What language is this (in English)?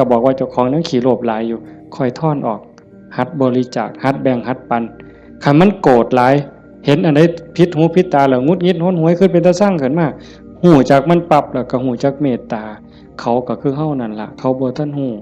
Northeastern Thai